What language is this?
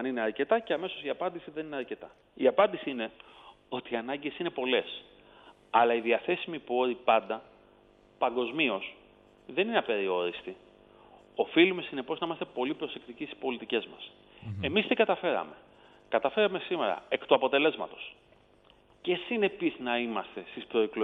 Greek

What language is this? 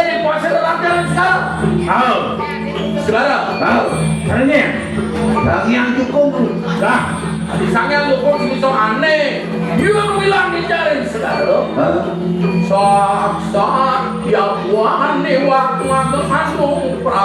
Balinese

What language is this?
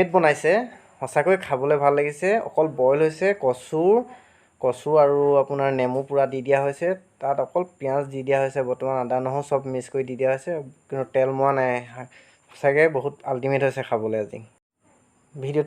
Assamese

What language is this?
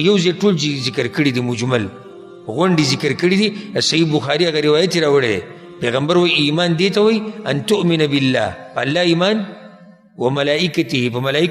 Pashto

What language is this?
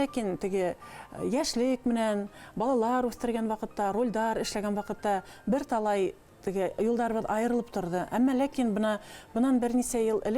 Bashkir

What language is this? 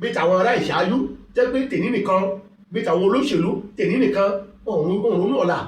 Yoruba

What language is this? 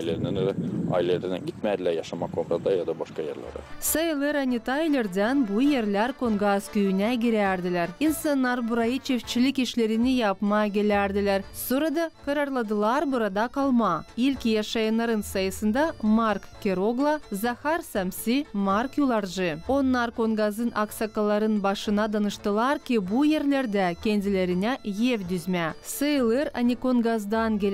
Gagauz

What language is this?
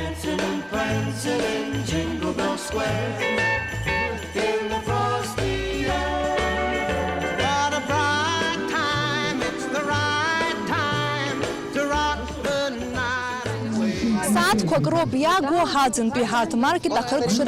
Abkhazian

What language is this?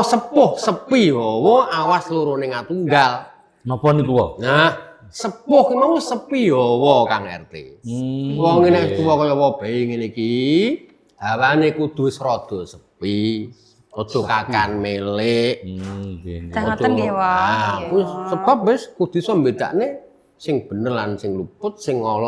Javanese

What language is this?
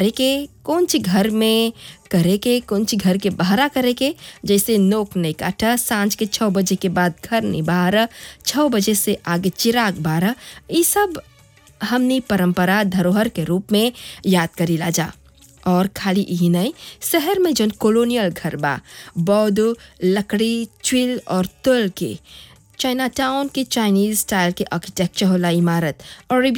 Bhojpuri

